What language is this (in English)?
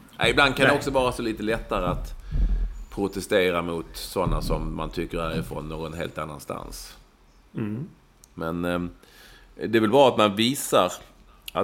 Swedish